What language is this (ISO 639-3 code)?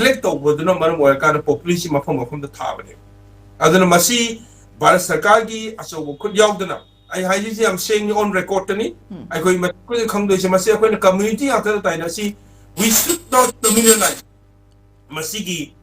mni